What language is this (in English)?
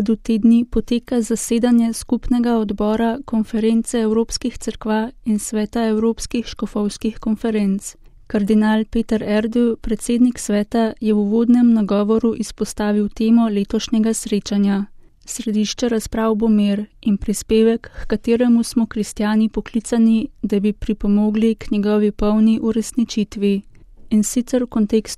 Slovenian